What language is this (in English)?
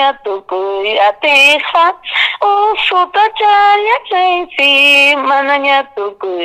Ayacucho Quechua